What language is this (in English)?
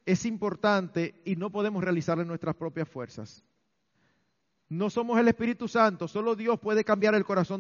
Spanish